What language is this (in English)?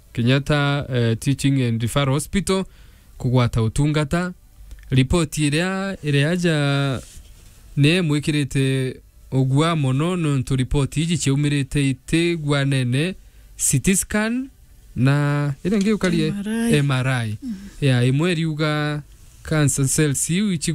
Meru